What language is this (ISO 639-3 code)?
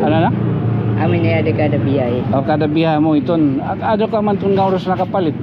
war